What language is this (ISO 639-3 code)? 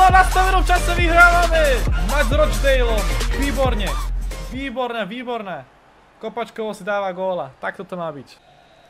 slk